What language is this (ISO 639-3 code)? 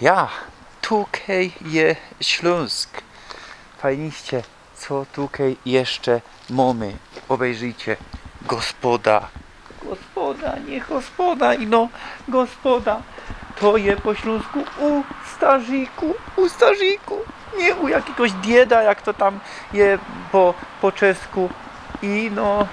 szl